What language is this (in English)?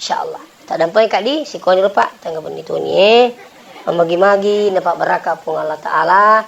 Buginese